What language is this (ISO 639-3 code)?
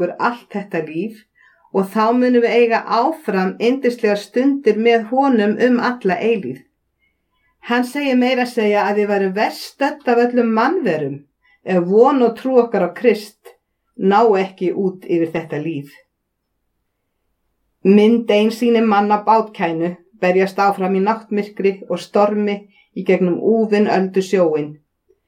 isl